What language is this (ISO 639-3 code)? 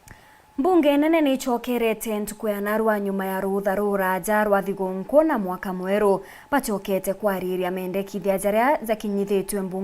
mer